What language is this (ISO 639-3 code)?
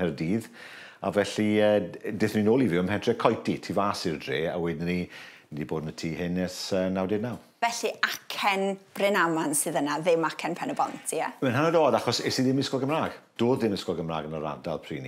cym